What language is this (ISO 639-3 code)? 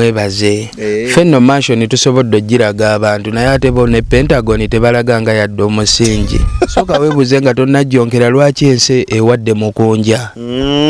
lug